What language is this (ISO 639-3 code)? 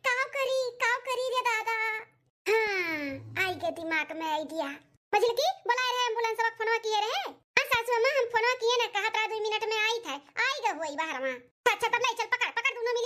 awa